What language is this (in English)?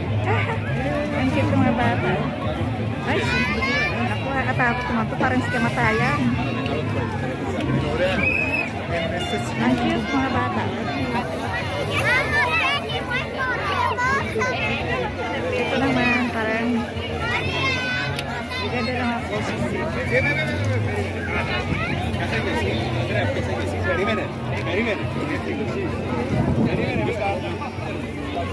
Filipino